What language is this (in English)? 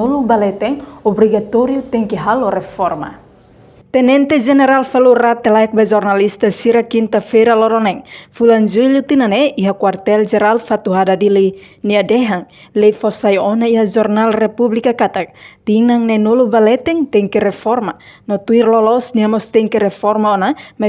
Tetum